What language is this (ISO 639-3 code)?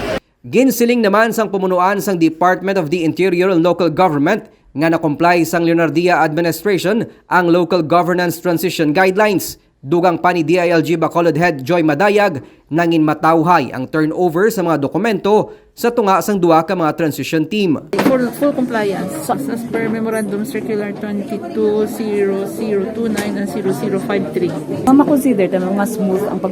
hil